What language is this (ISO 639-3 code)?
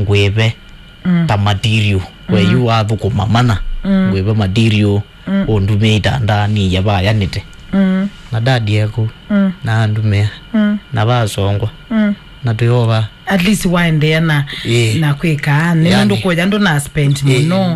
kam